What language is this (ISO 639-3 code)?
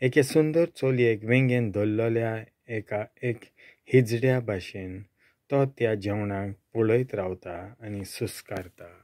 kok